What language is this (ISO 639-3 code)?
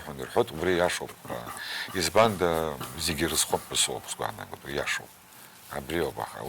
abk